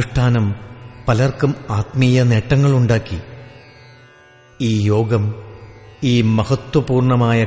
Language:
Malayalam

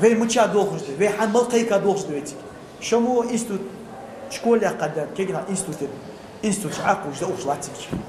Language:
Ingush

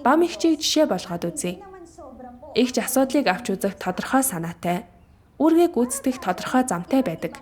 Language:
Mongolian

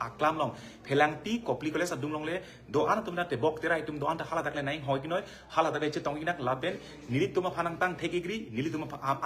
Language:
Karbi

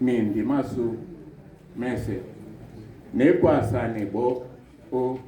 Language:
Duala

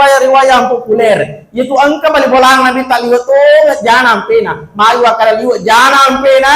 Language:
Buginese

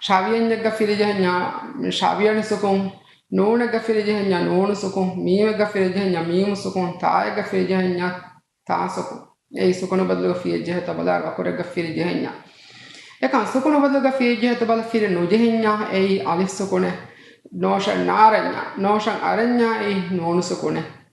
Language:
Divehi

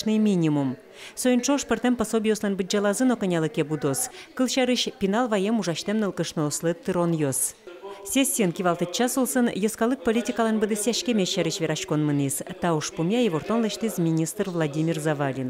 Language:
Udmurt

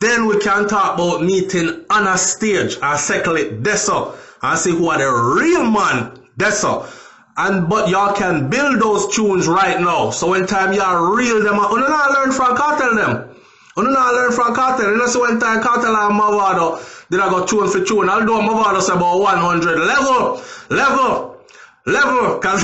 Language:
Jamaican Creole English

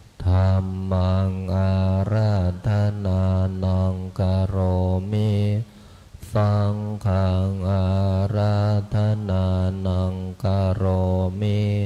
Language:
Pali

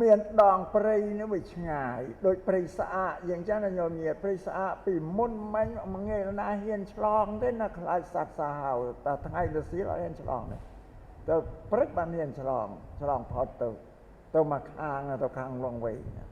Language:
Khmer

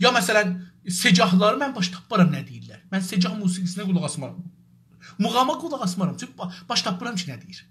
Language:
South Azerbaijani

